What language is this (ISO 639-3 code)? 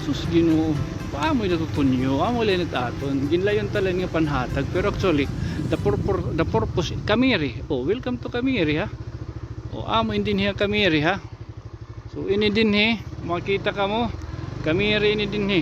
war